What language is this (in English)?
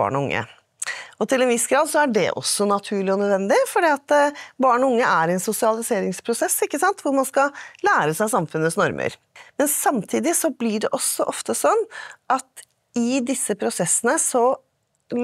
Norwegian